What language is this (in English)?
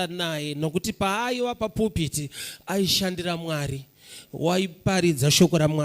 Shona